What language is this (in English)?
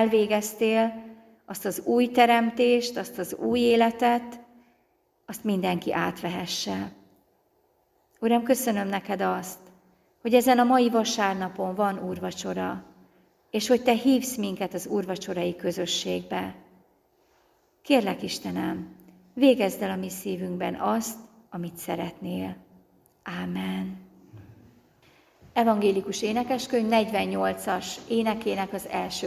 Hungarian